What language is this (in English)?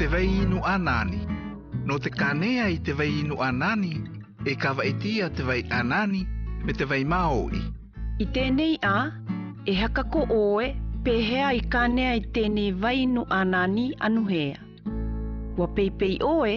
South Marquesan